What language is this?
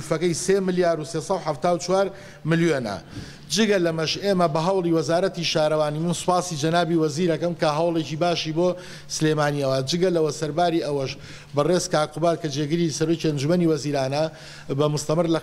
Central Kurdish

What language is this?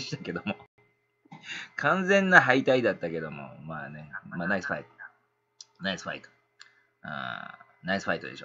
Japanese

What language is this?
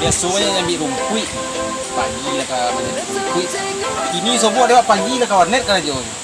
Minangkabau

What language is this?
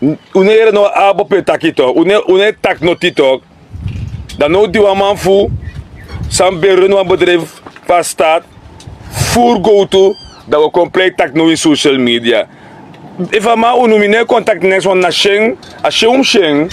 Sranan Tongo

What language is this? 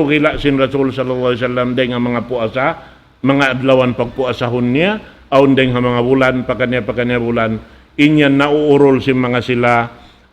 Tausug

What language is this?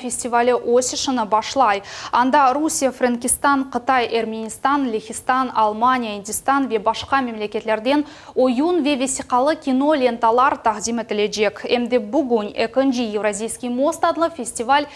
Crimean Tatar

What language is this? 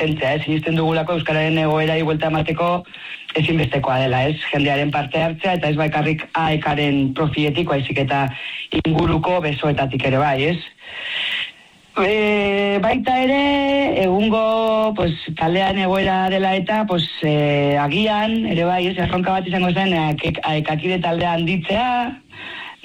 Basque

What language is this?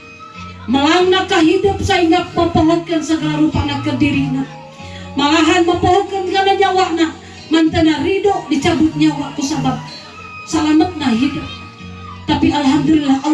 Sundanese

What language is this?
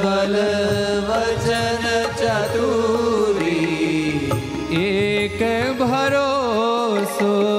Gujarati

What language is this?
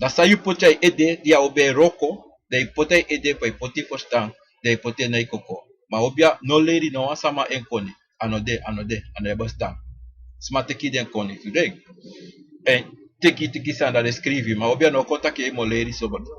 Sranan Tongo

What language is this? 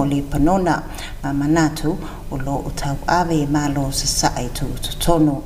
Samoan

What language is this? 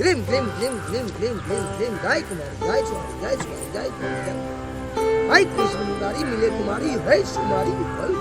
Maithili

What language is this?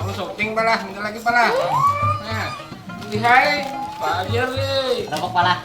Banjar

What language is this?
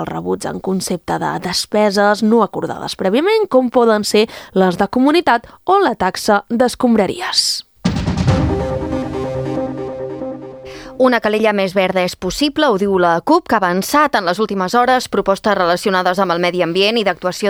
Catalan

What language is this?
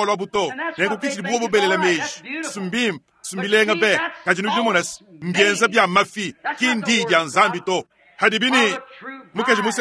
Luba-Lulua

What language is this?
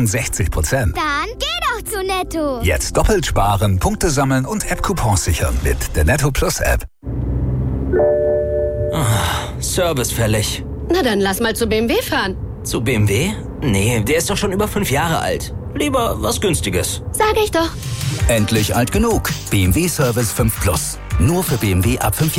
German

